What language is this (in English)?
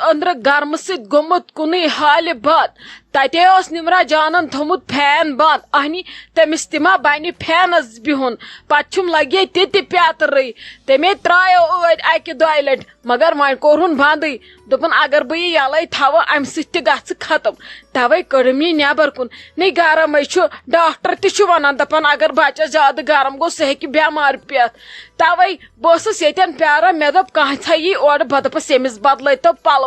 Kashmiri